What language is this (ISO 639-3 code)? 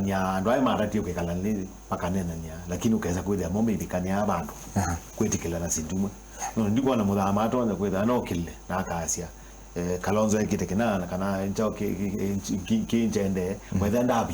kam